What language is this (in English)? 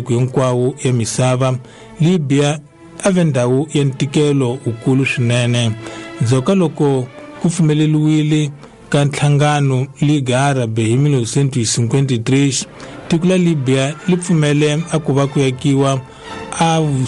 Tsonga